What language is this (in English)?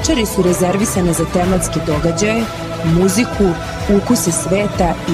Serbian